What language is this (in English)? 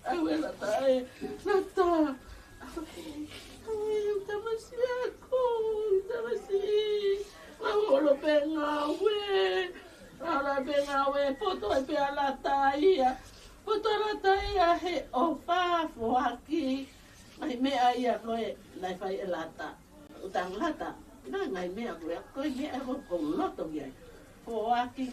Tongan